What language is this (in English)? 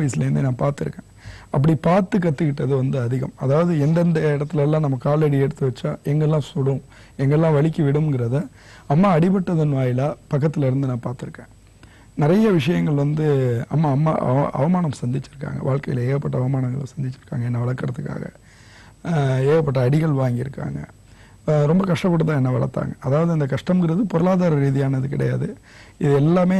Tamil